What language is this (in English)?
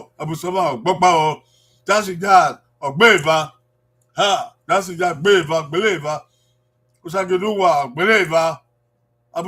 Bini